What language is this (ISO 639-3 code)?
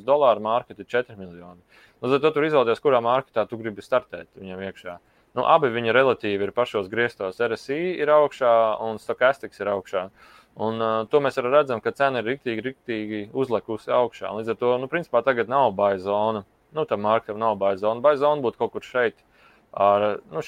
lav